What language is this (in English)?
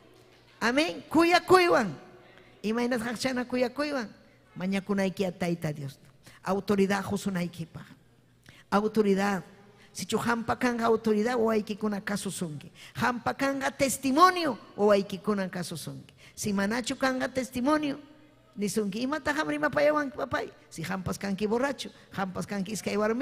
Ayacucho Quechua